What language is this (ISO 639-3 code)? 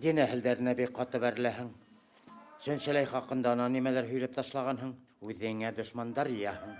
bak